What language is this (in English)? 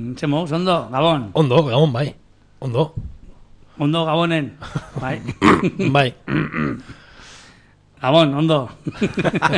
Basque